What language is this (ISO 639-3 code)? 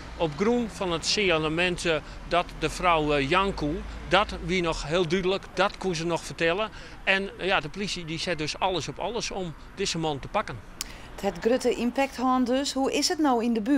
fry